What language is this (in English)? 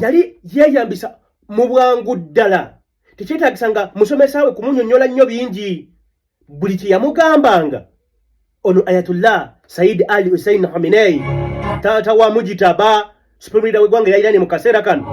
Ganda